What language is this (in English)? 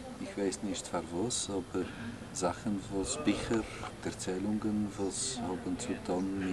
Yiddish